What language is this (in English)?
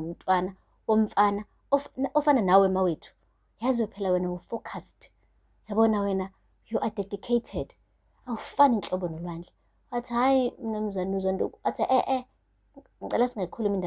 Zulu